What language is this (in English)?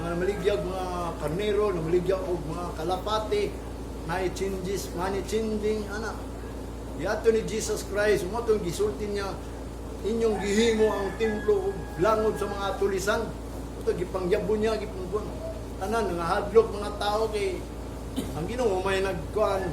Cebuano